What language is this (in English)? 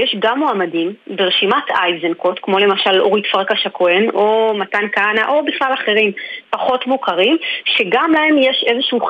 Hebrew